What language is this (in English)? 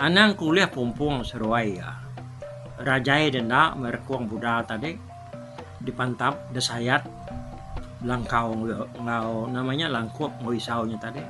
Iban